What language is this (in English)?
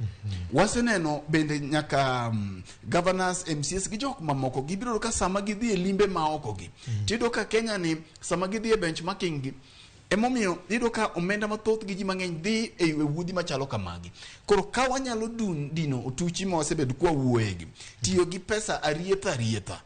Luo (Kenya and Tanzania)